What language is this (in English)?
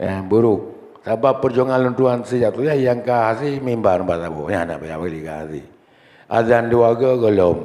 Achinese